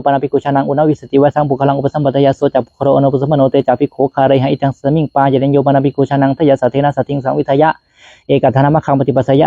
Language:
Pali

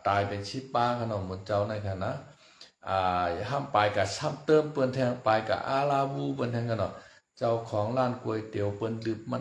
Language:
Shan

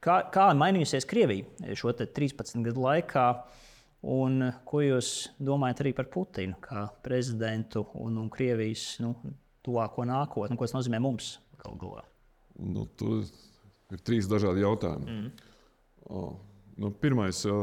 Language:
Latvian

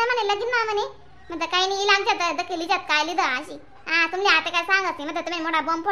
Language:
Khandesi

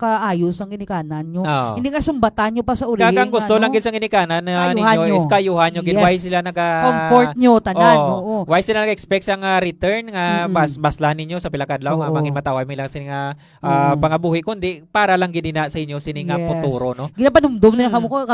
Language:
Hiligaynon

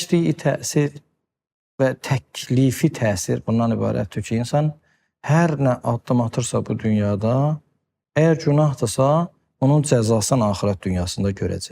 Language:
Azerbaijani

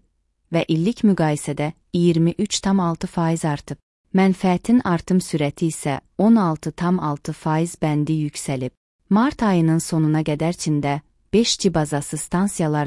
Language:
Azerbaijani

